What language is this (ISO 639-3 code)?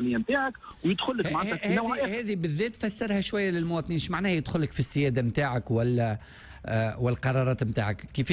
aeb